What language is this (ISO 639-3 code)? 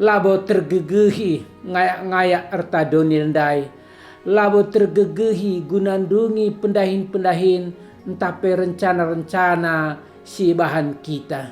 btx